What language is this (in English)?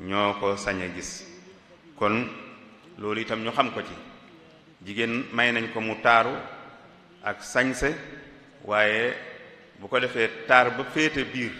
Wolof